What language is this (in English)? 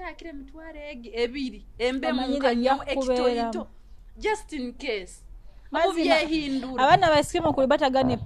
Nyoro